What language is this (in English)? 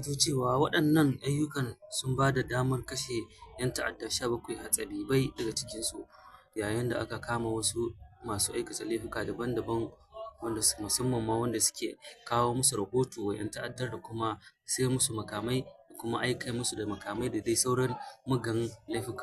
Hausa